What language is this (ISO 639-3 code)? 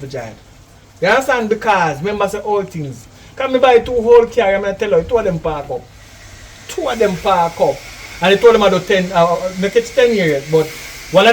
jam